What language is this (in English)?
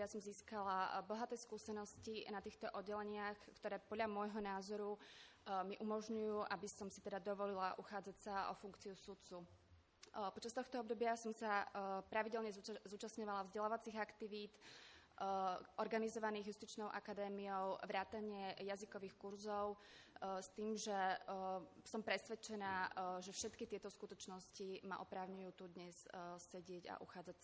Slovak